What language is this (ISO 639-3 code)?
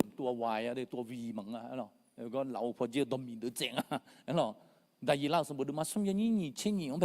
ahk